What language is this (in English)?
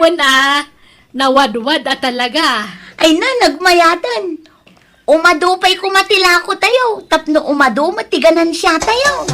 Iloko